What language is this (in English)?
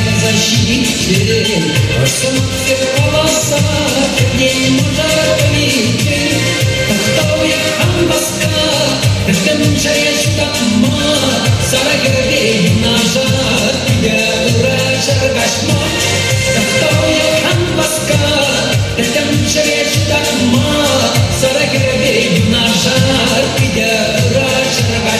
Chuvash